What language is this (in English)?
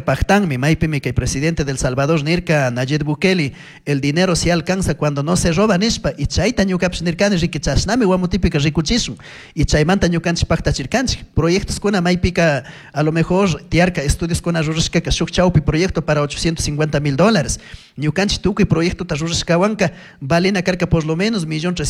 Chimborazo Highland Quichua